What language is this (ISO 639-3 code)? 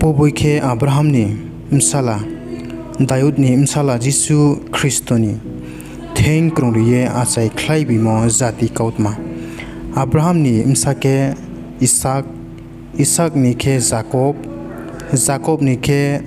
ria